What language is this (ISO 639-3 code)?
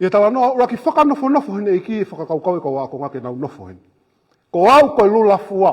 ton